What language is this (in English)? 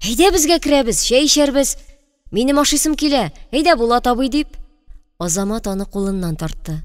Tatar